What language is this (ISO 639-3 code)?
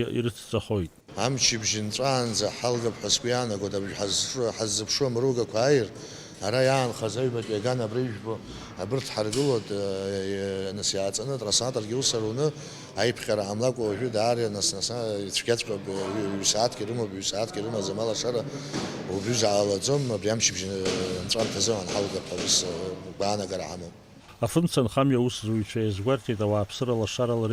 abk